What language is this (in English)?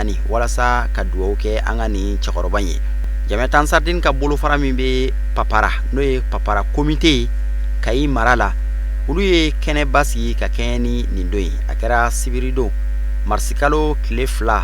Bambara